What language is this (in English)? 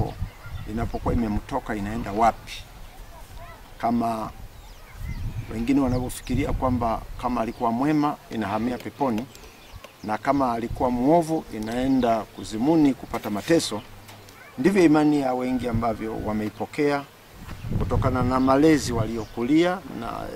Swahili